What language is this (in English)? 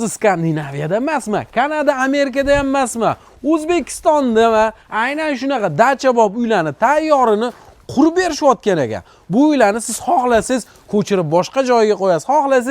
Uzbek